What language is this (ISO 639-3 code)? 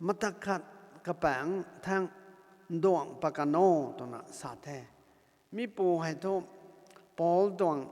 nbu